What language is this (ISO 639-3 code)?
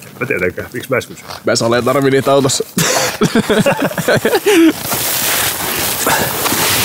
fin